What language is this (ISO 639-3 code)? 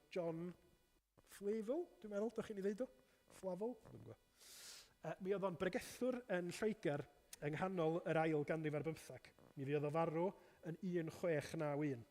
cym